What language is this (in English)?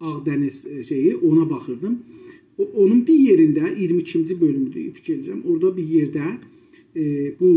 South Azerbaijani